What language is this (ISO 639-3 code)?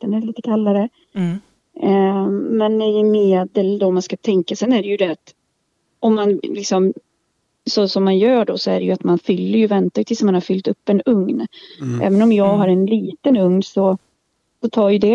swe